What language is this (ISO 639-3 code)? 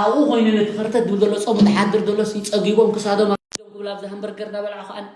tir